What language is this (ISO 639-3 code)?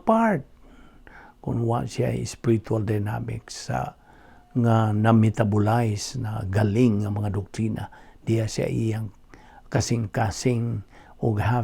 ceb